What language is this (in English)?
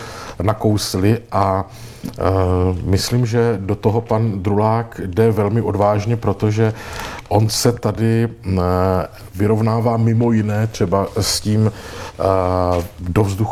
Czech